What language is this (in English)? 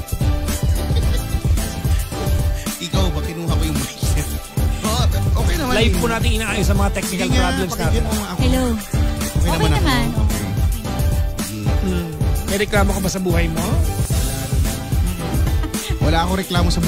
Filipino